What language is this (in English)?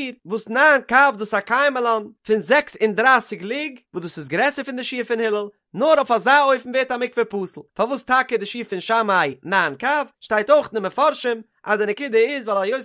Yiddish